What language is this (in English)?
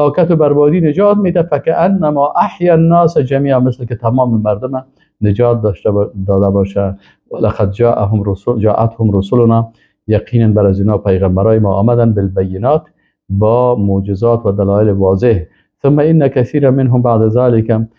Persian